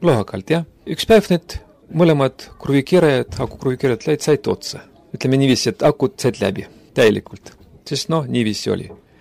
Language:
Estonian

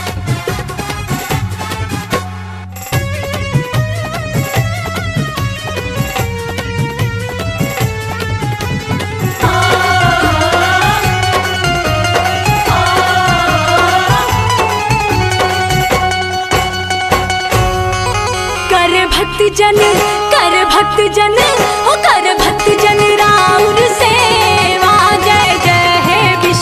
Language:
Bhojpuri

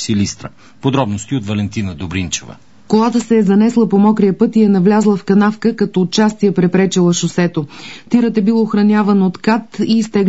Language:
Bulgarian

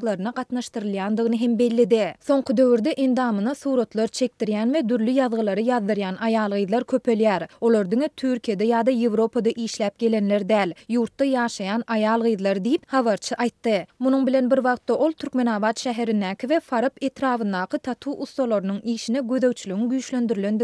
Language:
Turkmen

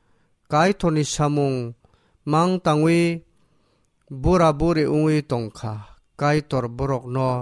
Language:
Kok Borok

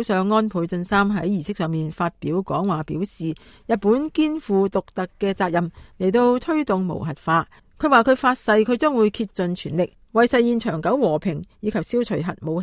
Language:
Cantonese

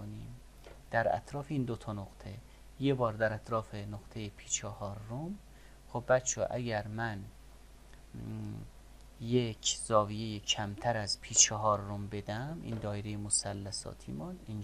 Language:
Persian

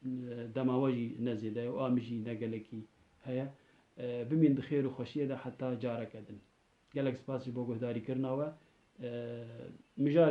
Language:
Kurdish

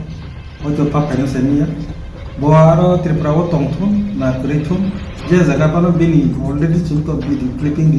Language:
Kok Borok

